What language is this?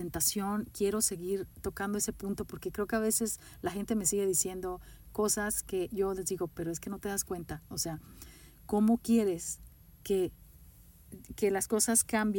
Spanish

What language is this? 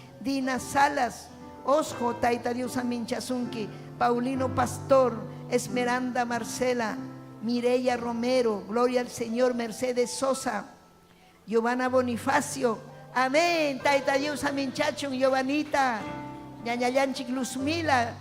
Ayacucho Quechua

